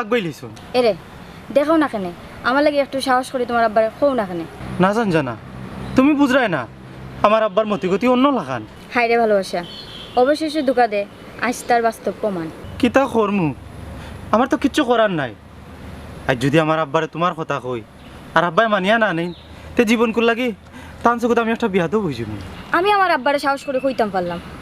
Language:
Sylheti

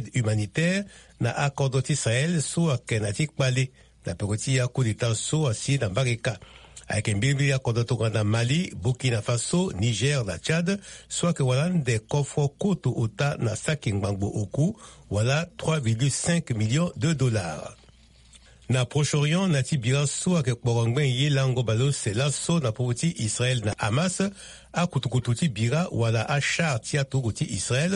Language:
Sango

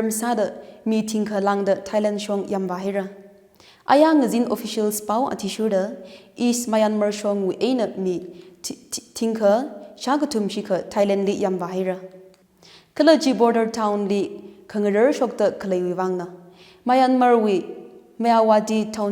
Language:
Tangkhul Naga (India)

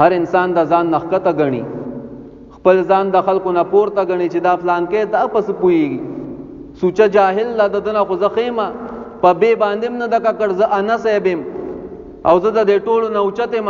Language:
Pashto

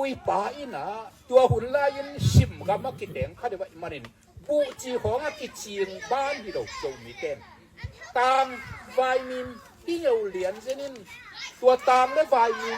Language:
Tedim Chin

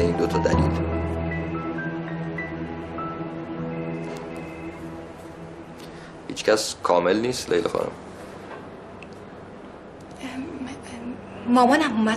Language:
Persian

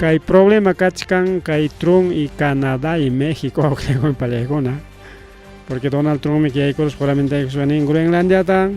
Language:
Ayacucho Quechua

